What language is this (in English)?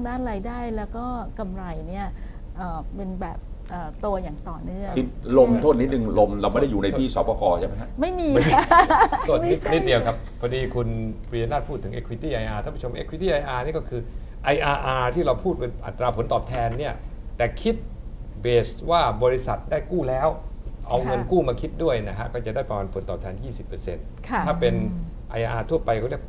Thai